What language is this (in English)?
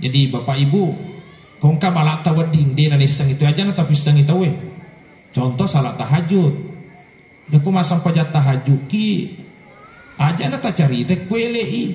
Buginese